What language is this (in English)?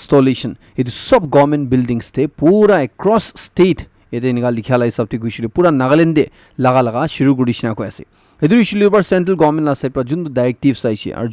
Naga Pidgin